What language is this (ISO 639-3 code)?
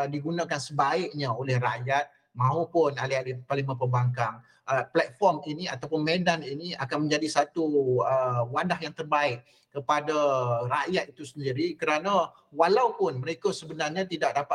msa